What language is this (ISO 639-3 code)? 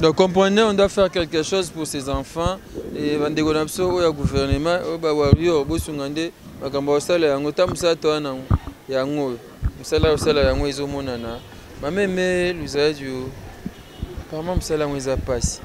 lin